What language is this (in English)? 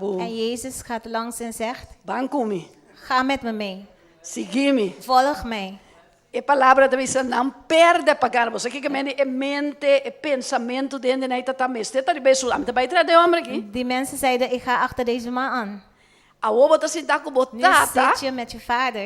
Papiamento